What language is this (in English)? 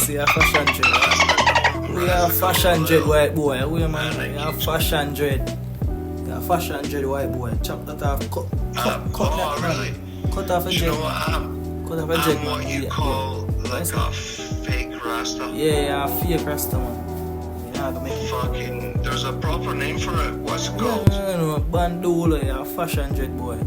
Jamaican Creole English